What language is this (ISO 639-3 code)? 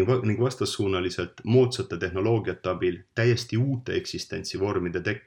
est